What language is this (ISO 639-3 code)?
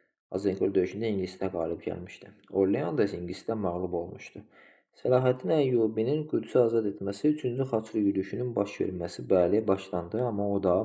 aze